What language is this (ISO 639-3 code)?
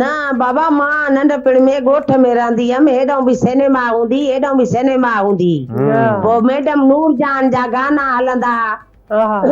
snd